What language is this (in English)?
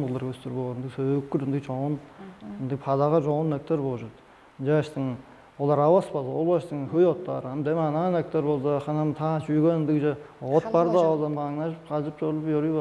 Tuvinian